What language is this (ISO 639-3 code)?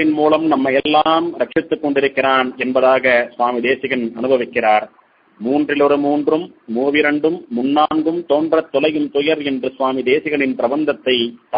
tam